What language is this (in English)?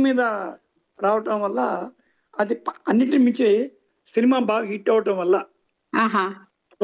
Telugu